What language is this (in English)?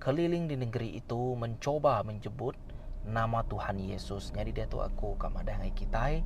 Iban